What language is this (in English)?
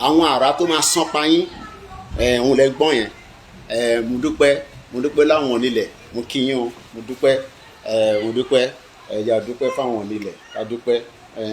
Yoruba